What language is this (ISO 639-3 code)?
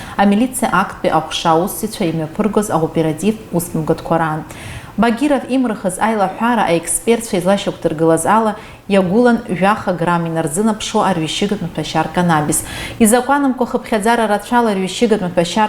abk